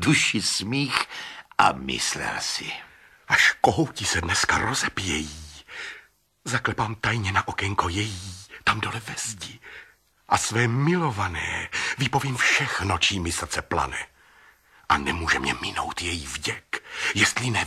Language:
Czech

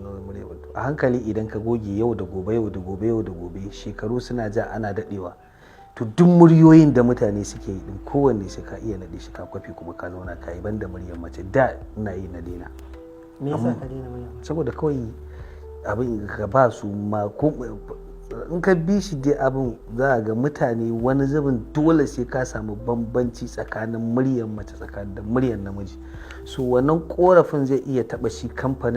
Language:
Hausa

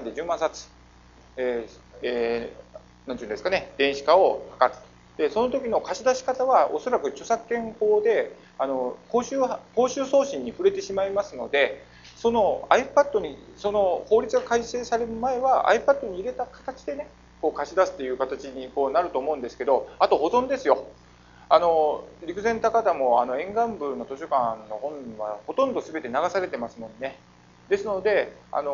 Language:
Japanese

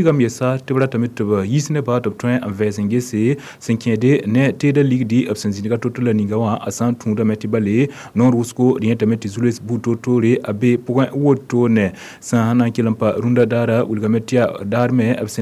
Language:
Mossi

